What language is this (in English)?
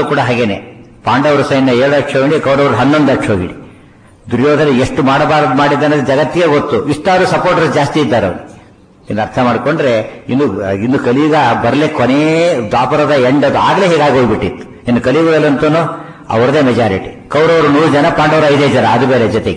Kannada